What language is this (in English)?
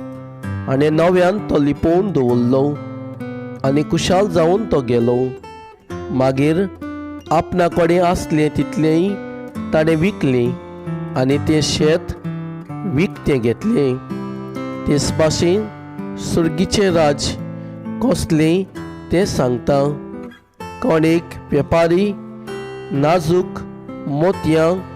Konkani